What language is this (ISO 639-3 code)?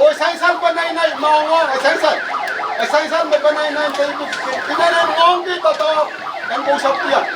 pon